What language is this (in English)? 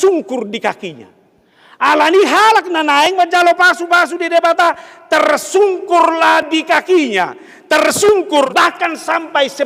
Batak Toba